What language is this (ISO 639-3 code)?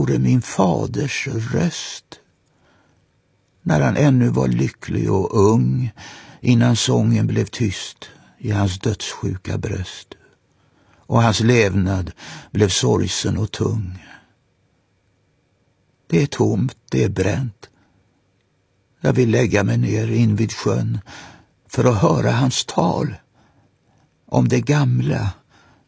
swe